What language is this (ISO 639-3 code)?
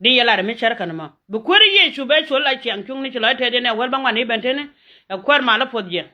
nus